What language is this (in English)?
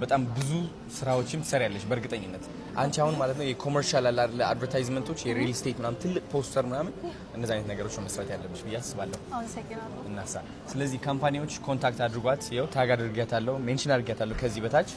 Amharic